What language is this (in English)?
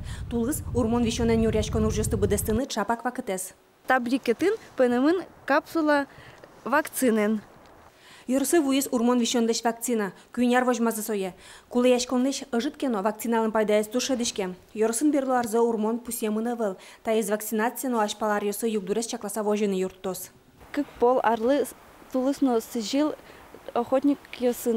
Udmurt